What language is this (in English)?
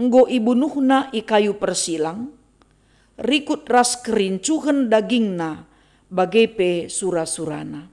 Batak Karo